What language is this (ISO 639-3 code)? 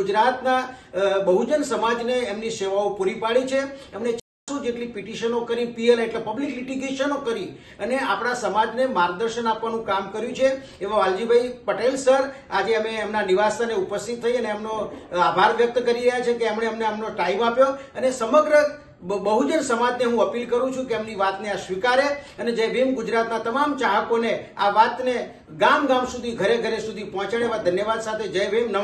guj